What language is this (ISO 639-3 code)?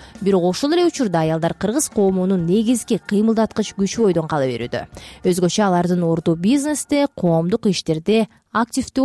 kir